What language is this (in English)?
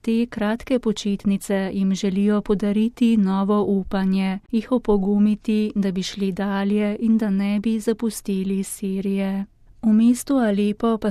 Slovenian